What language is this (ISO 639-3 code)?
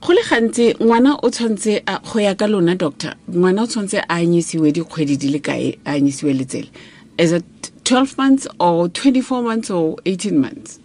tsn